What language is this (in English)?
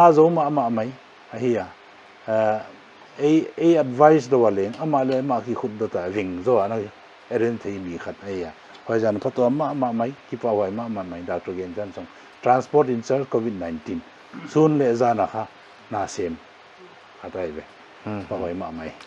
Paite Chin